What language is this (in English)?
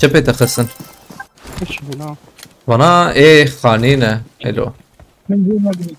Kurdish